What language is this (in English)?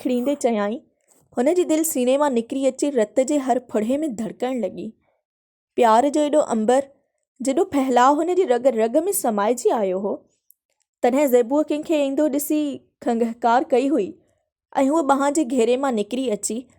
Sindhi